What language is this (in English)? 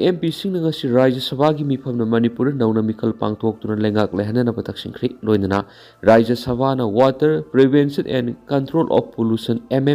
Manipuri